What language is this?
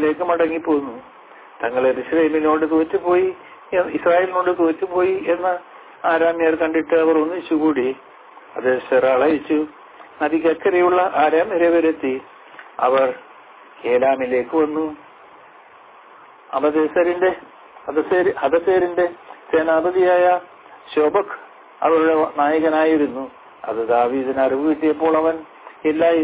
Malayalam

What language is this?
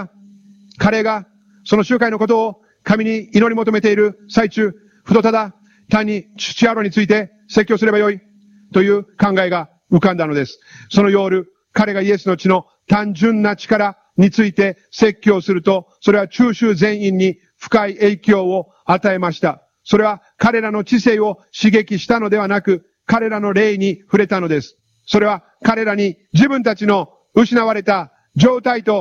Japanese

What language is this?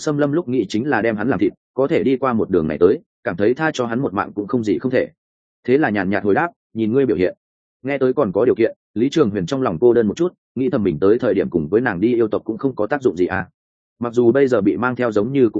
Vietnamese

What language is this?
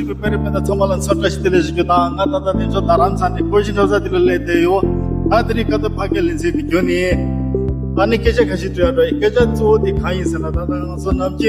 Tibetan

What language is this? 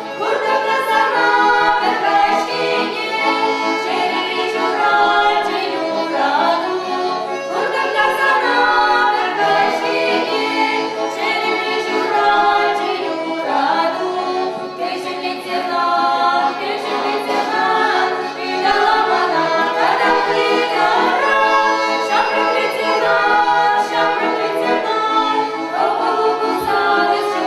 Chuvash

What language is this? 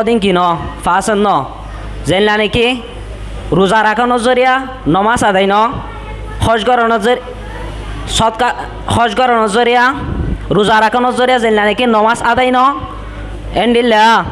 Rohingya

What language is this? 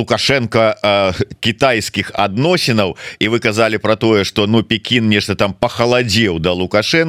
Belarusian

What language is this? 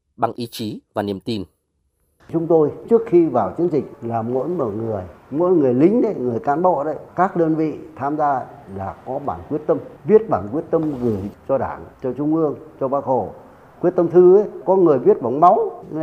Vietnamese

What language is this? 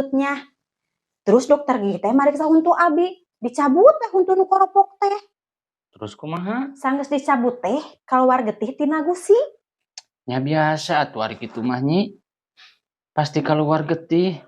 Sundanese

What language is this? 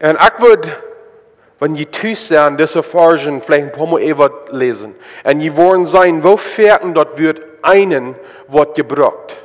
Plautdietsch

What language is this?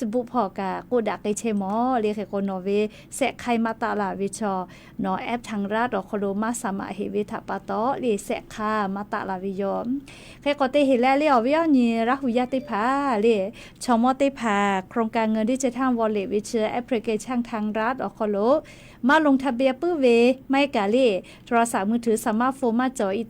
Lahu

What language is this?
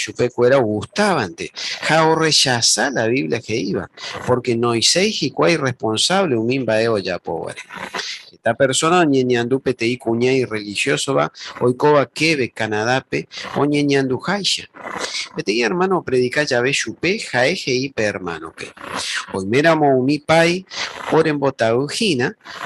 Guarani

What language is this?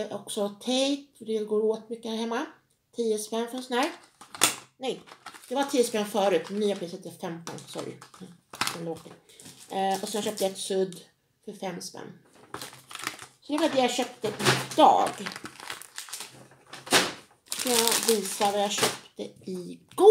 Swedish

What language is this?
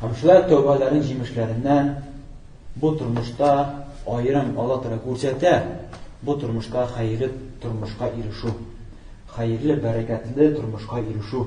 Tatar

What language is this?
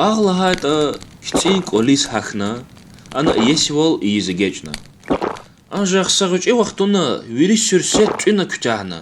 Lezghian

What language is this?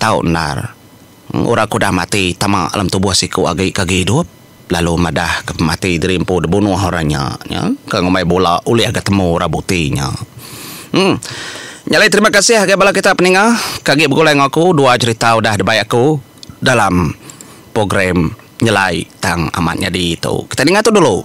Iban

